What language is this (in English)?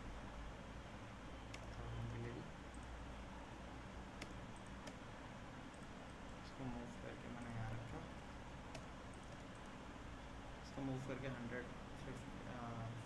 Hindi